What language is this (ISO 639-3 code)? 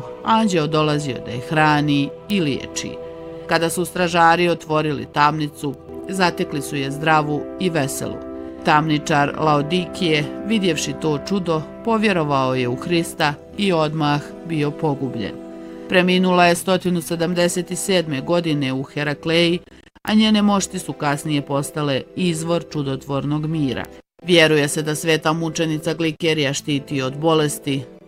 bos